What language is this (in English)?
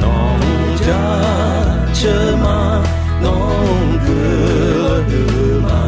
Akha